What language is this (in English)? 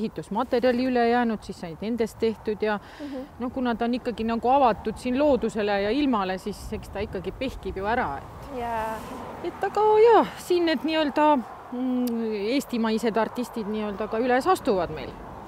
Estonian